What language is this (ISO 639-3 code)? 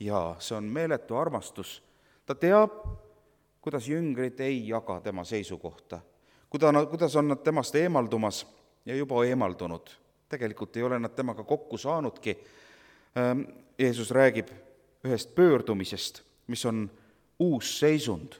est